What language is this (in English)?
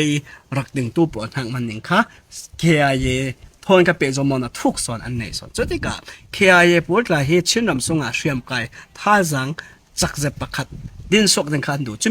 Falam Chin